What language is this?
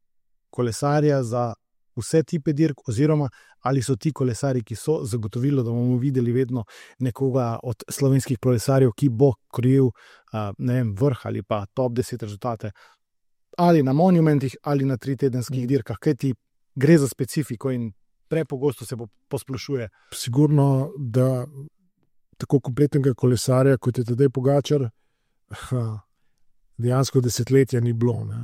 Slovenian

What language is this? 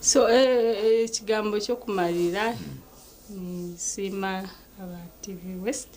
Nyankole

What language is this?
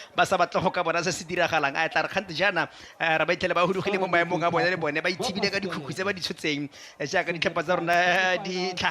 Tswana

